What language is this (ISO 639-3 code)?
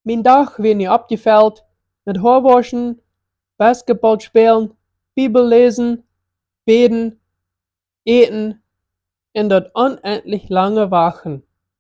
pdt